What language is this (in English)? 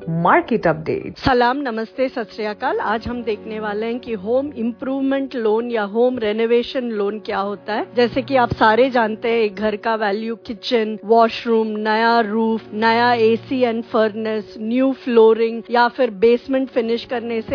Punjabi